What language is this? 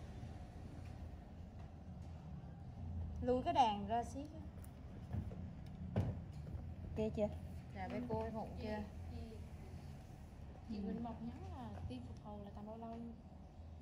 Vietnamese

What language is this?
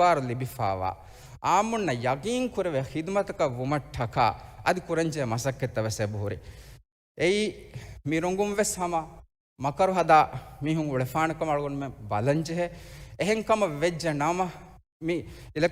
Divehi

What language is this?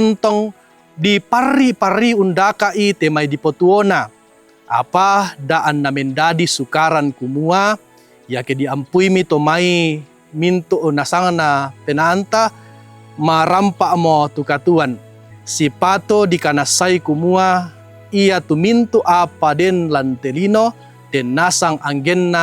Toraja-Sa'dan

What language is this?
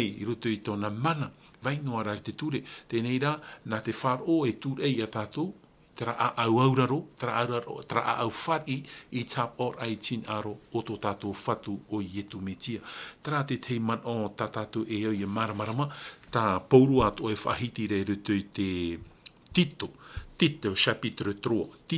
Tahitian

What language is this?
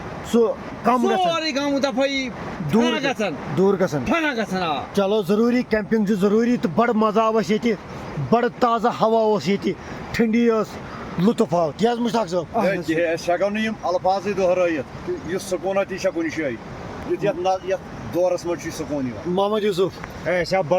Kashmiri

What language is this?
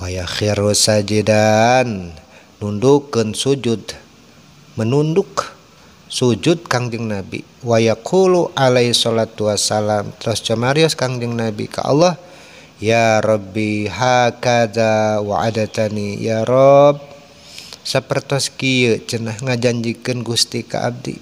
Sundanese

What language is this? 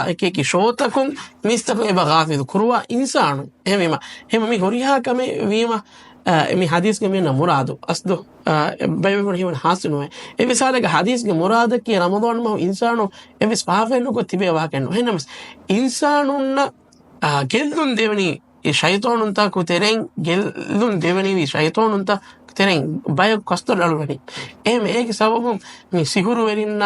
Divehi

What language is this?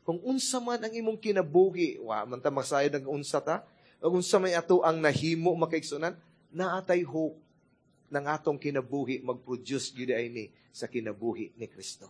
Cebuano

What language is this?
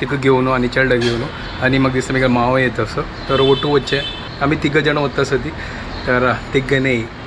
Konkani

